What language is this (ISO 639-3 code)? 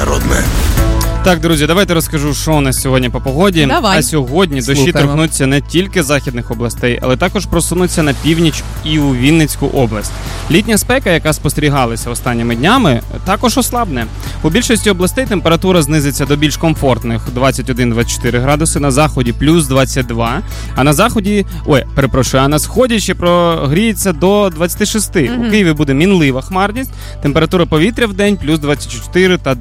ukr